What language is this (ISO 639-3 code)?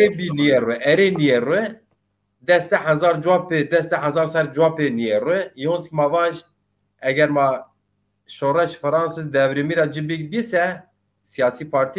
zza